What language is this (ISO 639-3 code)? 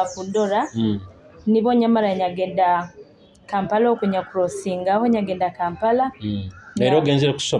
nyo